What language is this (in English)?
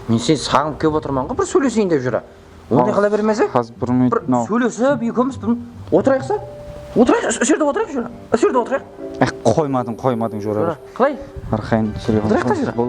Kara-Kalpak